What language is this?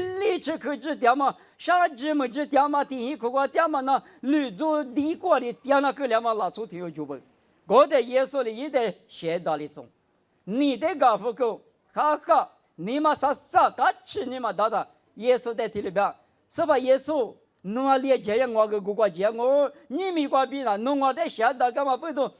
Lisu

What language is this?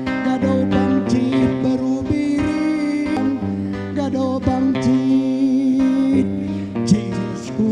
Batak Karo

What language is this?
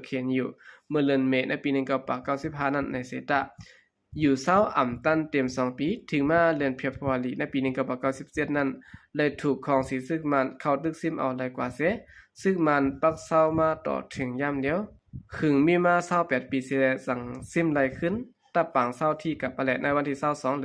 Shan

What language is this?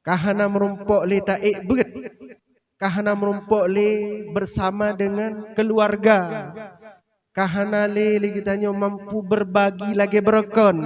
Achinese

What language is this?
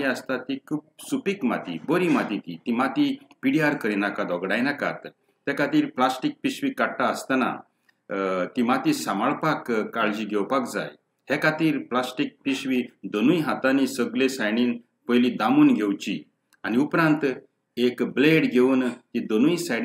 Konkani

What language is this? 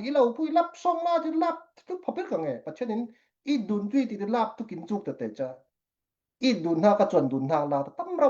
Falam Chin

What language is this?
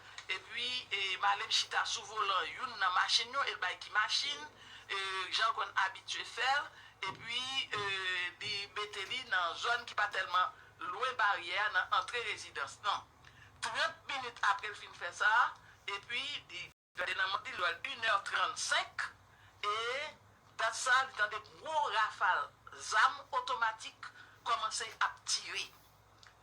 Haitian Creole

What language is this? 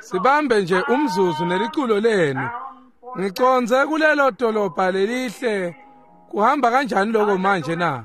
Swati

